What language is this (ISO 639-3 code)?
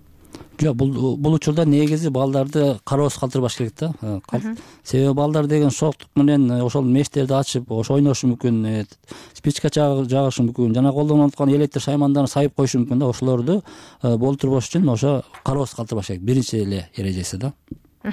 kir